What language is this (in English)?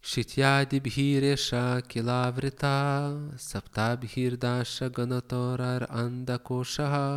Lithuanian